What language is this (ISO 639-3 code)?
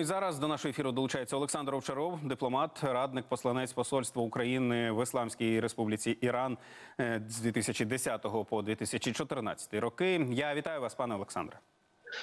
ukr